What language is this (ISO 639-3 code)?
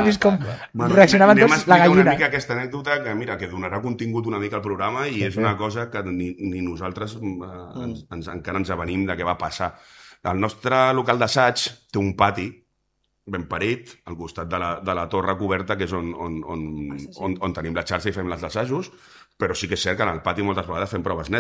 cat